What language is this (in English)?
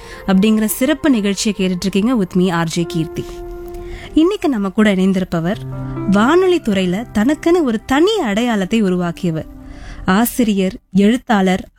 Tamil